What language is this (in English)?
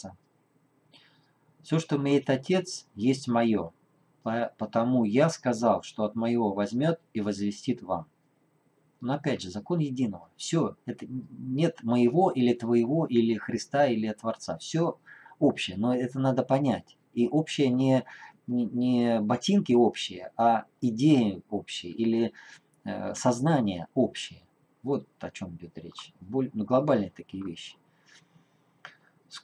Russian